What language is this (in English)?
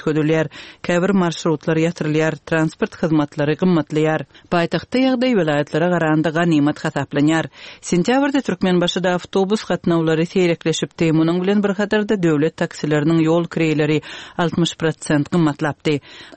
Turkmen